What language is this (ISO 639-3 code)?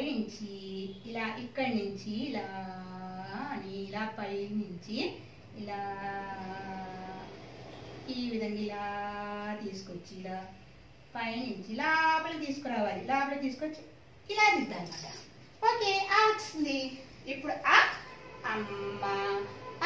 tel